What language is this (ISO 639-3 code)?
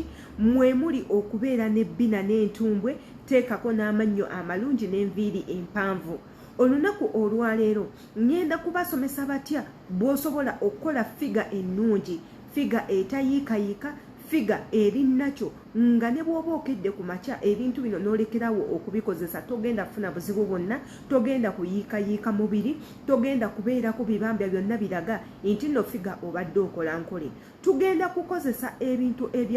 lug